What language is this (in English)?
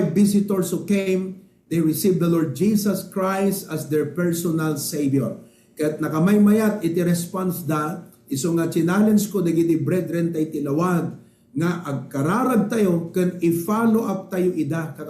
Iloko